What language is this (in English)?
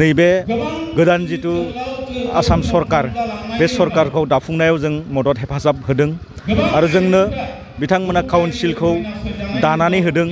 Bodo